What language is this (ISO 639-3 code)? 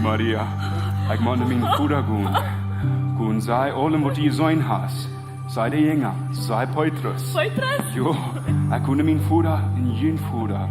pdt